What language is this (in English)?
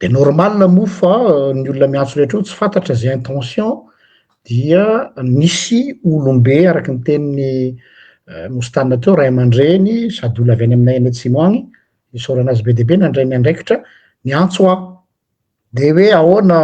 Malagasy